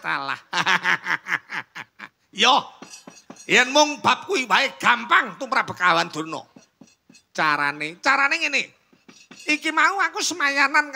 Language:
Javanese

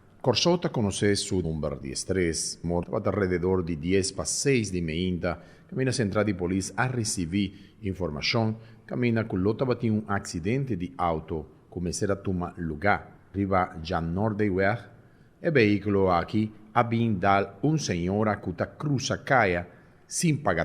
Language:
Papiamento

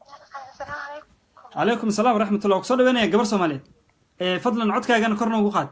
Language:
Somali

